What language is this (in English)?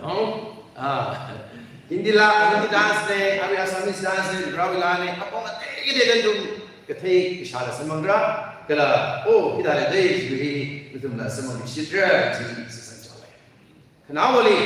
Tangkhul Naga (India)